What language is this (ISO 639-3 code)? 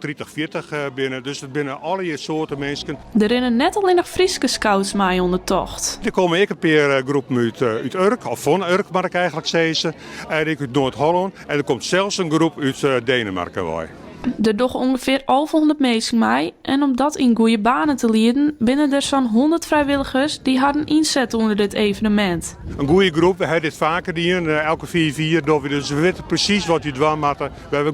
fry